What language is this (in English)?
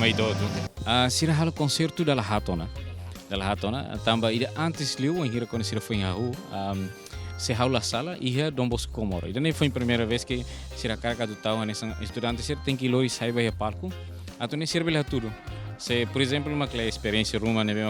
Tetum